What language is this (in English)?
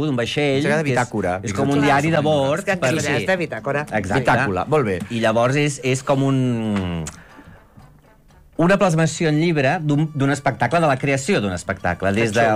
Catalan